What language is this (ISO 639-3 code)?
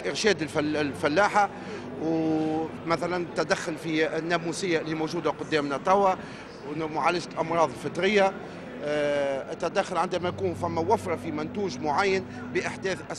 aeb